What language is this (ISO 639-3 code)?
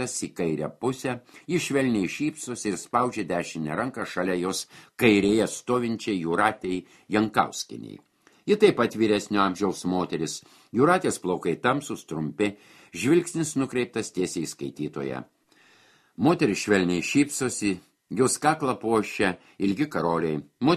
lit